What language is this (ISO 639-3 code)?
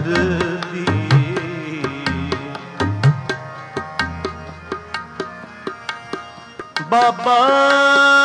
pan